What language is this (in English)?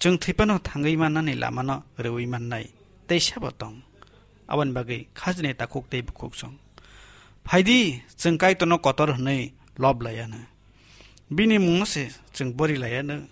Kok Borok